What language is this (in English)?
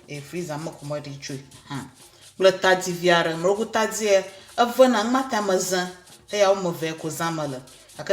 Ewe